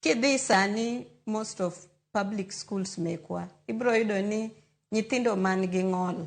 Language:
Luo (Kenya and Tanzania)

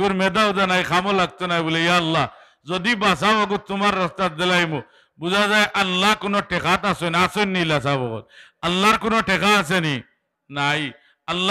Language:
Sylheti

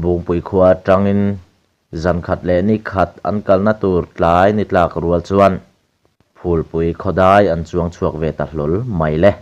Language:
Mizo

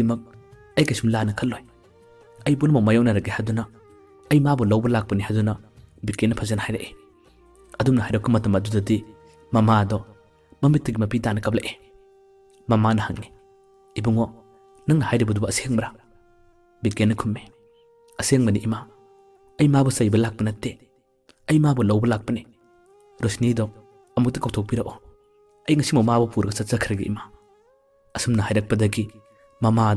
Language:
Manipuri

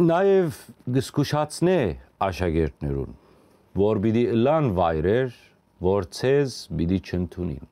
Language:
Western Armenian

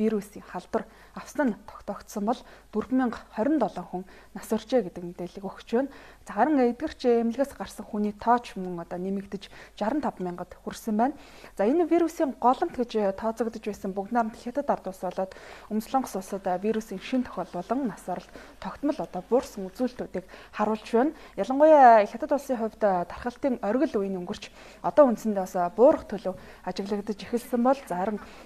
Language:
Mongolian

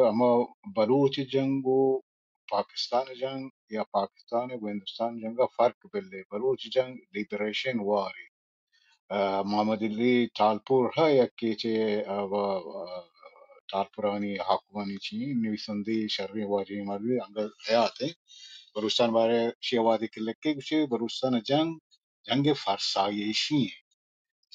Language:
Baluchi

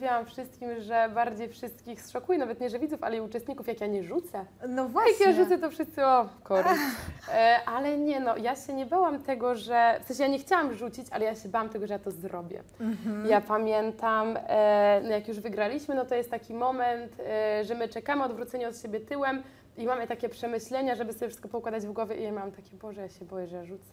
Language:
Polish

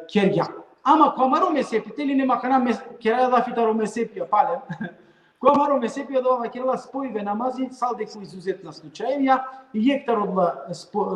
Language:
Balkan Romani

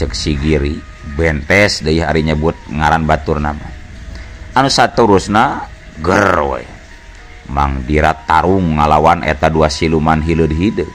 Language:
Sundanese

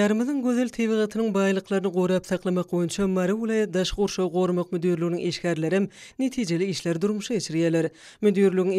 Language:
Turkmen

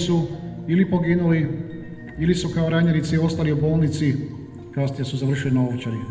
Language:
Croatian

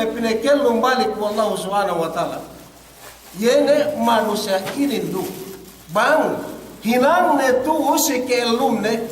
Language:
Yakan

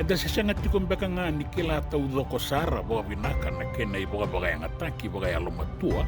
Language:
Fijian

